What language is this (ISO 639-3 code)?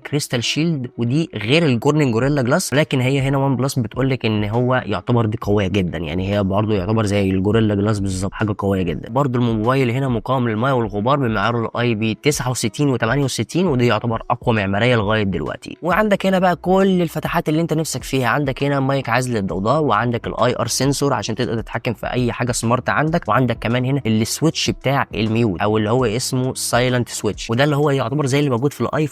arz